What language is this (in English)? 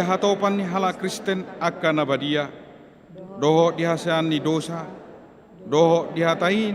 Batak Toba